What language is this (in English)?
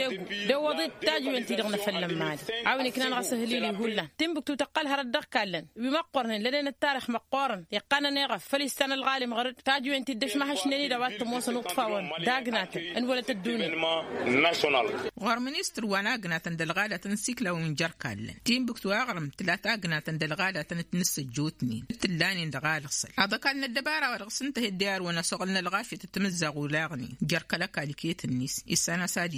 Tamasheq